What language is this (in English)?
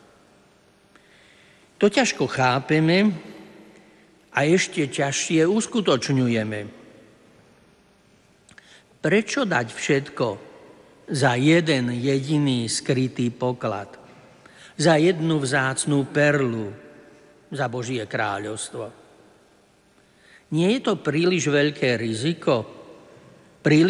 Slovak